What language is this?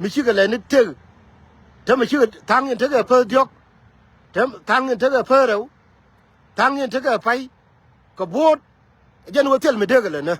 Nuer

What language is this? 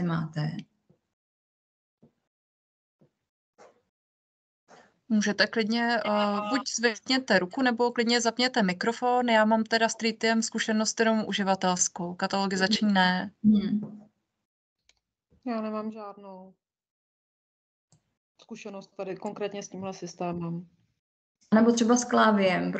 Czech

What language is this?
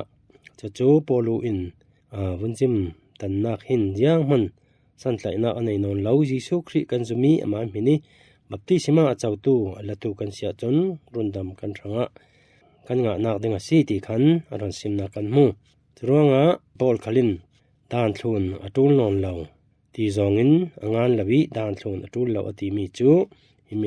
Falam Chin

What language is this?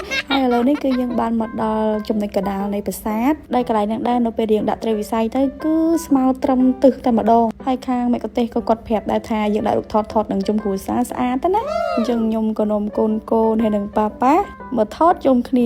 Khmer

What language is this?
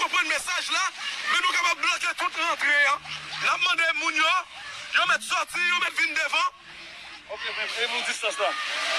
Haitian Creole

